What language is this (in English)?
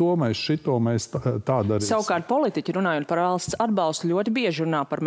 Latvian